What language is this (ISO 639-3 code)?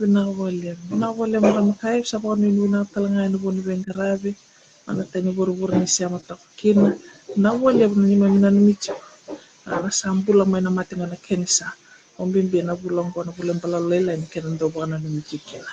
fij